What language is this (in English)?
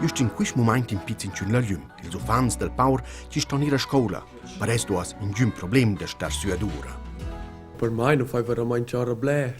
Romansh